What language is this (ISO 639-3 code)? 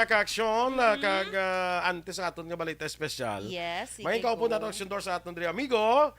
hil